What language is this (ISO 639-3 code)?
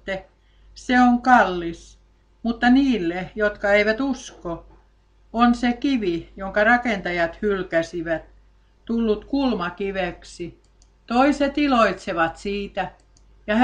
fin